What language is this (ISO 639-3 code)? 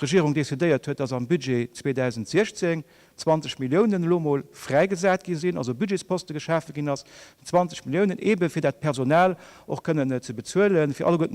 ltz